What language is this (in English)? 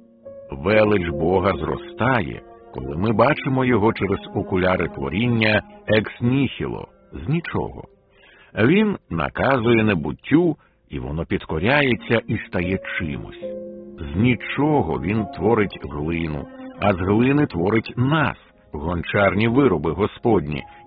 Ukrainian